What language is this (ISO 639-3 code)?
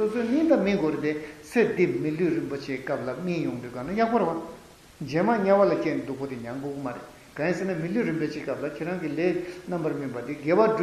bod